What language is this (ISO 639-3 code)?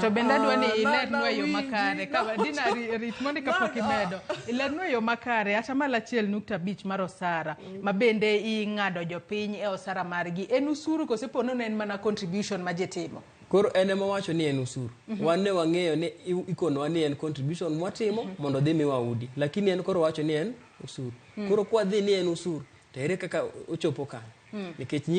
luo